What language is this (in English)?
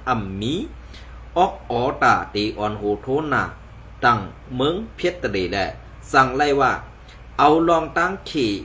Shan